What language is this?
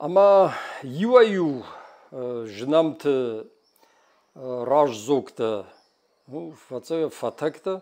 Ossetic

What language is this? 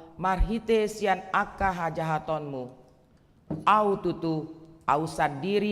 Batak Toba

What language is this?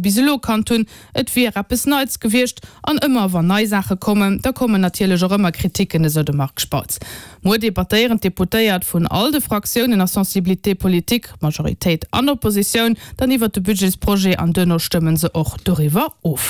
Luxembourgish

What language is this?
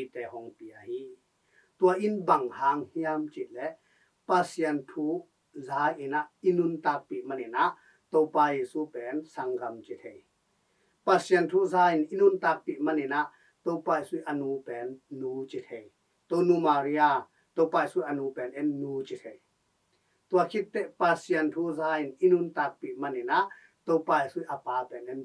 Tedim Chin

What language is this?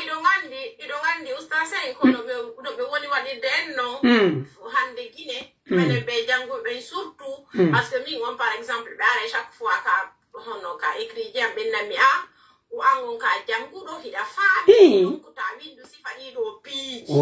Pular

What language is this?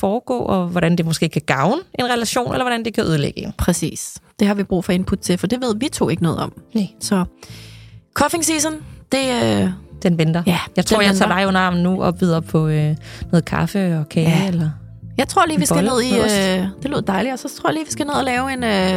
Danish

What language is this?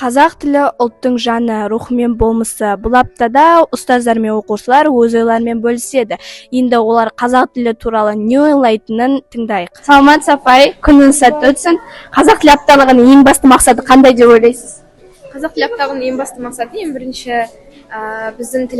Kazakh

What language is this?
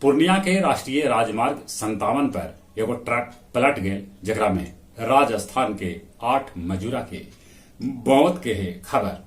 Magahi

